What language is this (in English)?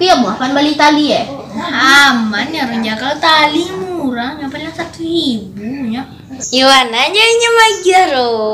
Minangkabau